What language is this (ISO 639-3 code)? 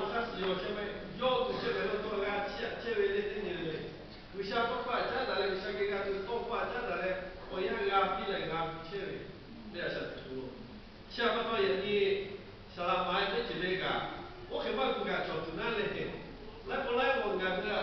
lhu